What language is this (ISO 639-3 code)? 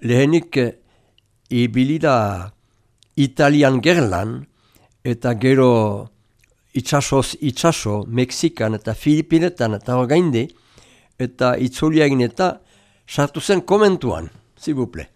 eus